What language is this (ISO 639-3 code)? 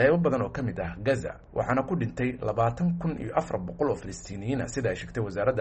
som